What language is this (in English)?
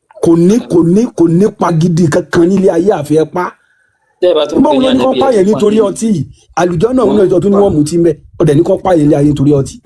Yoruba